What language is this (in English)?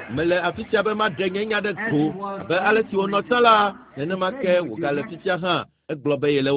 Ewe